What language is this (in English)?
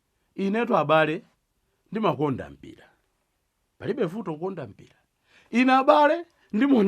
Nyanja